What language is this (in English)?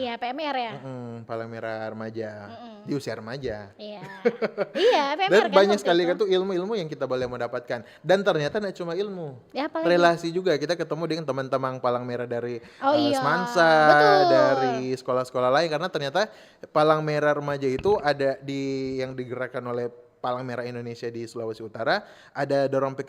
Manado Malay